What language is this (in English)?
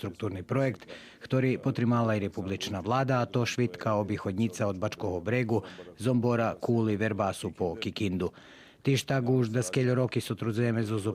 Rusyn